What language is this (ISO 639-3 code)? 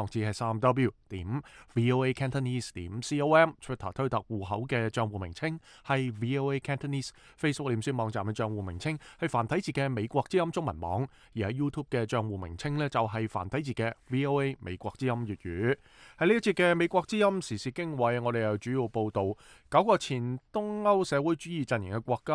yue